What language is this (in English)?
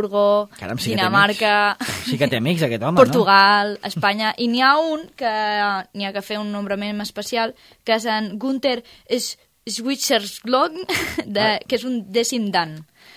Catalan